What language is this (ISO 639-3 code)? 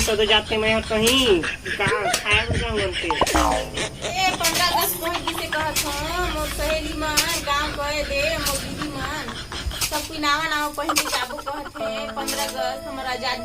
hne